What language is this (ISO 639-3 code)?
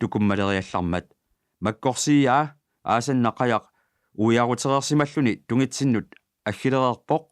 kal